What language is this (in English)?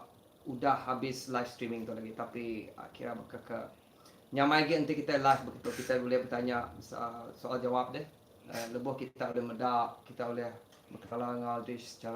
Iban